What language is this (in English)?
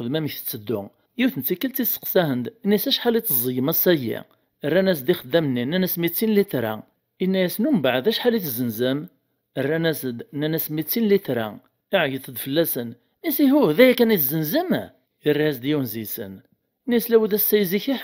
Kabyle